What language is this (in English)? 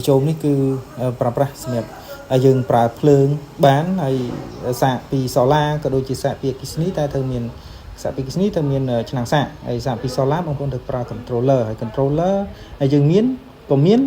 Khmer